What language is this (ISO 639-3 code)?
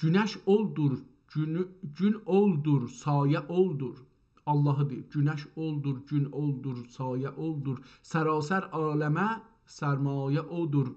azb